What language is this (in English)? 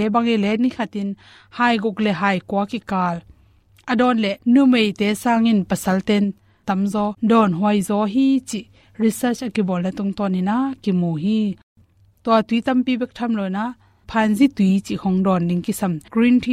Tedim Chin